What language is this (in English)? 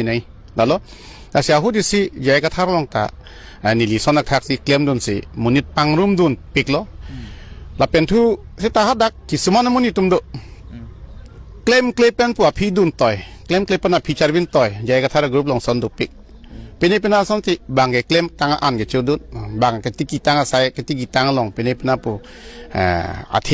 Karbi